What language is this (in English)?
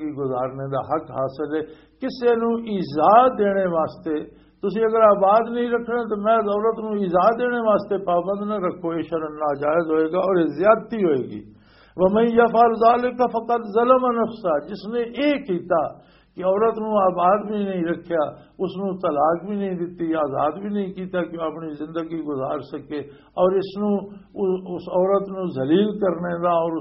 Western Panjabi